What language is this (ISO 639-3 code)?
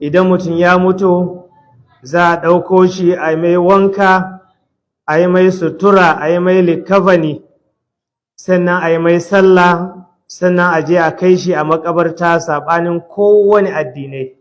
hau